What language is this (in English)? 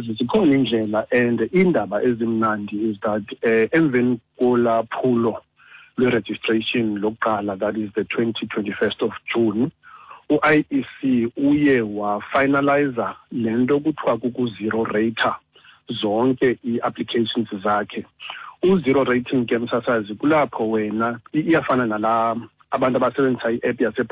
Xhosa